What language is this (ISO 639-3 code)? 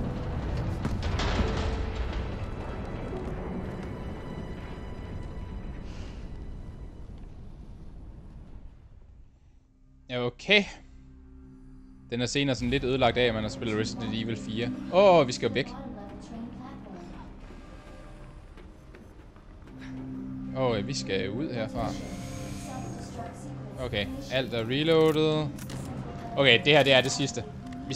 dan